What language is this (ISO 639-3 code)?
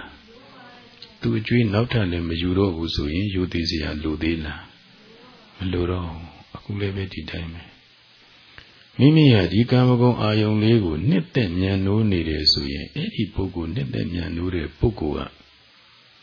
mya